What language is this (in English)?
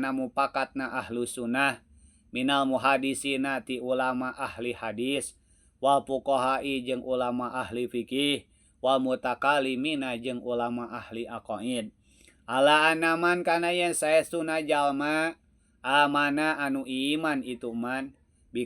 Sundanese